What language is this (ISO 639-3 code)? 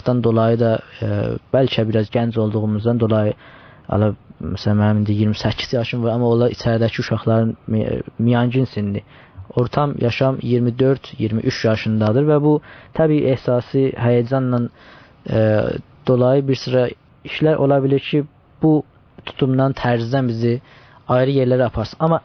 azb